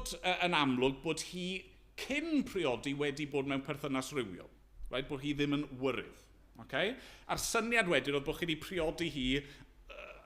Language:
Welsh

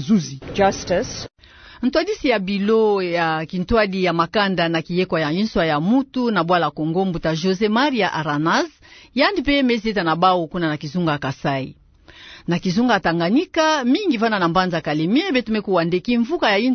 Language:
Kituba (Democratic Republic of Congo)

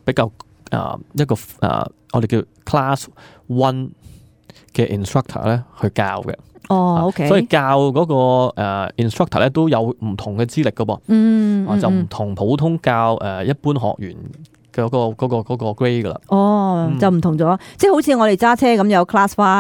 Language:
Cantonese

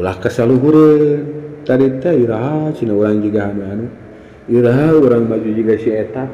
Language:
Sundanese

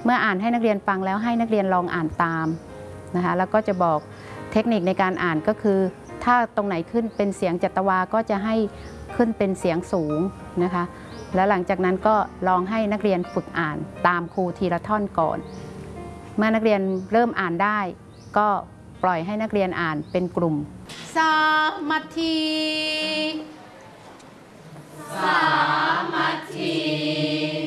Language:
Thai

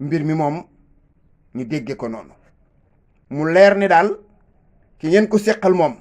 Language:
Wolof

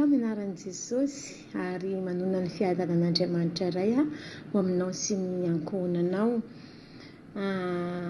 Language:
Malagasy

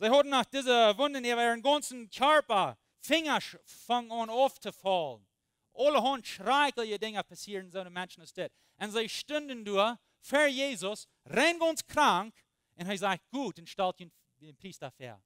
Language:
Plautdietsch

